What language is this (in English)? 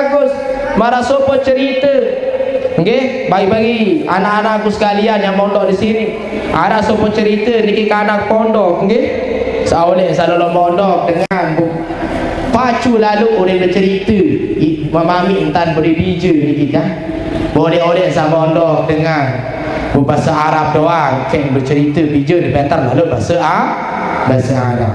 Sasak